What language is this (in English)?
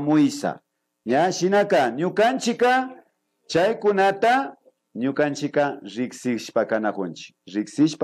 Imbabura Highland Quichua